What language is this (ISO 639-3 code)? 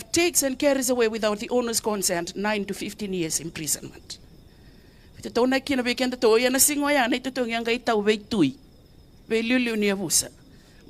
fij